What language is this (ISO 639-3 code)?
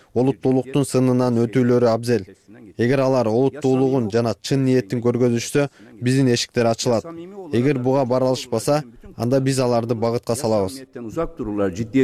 kir